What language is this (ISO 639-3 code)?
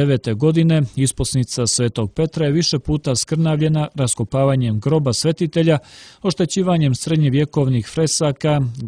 srp